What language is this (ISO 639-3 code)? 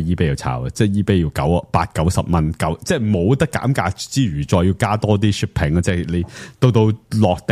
yue